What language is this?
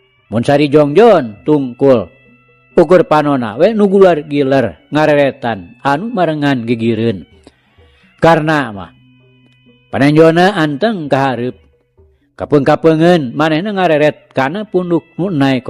Sundanese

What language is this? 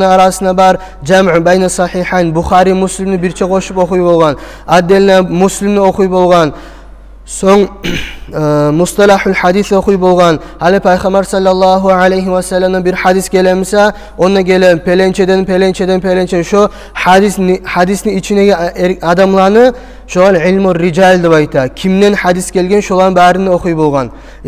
Kumyk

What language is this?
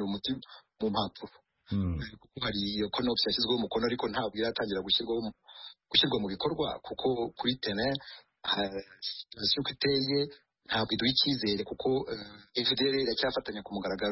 Kinyarwanda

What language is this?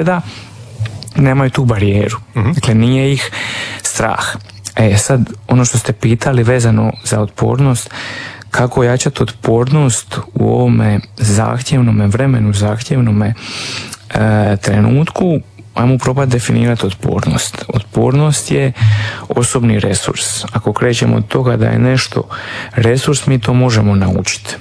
Croatian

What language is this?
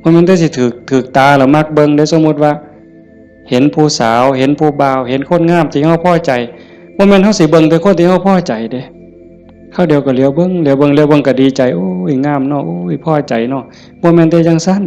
Northeastern Thai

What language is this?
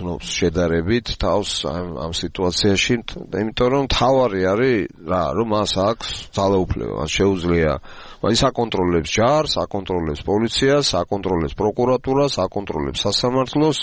Georgian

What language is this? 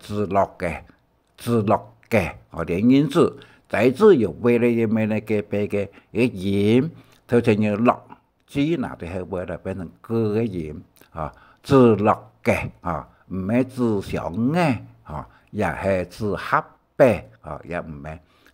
Hakka Chinese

